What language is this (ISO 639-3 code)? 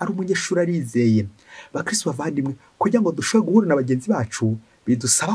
kin